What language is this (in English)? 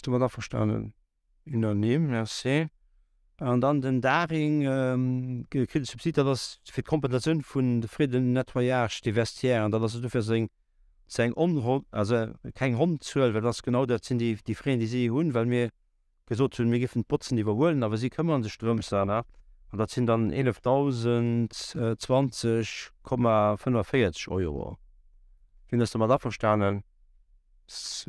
Luxembourgish